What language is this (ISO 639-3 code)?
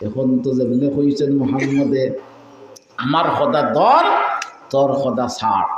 syl